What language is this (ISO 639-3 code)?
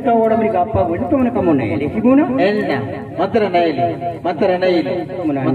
bal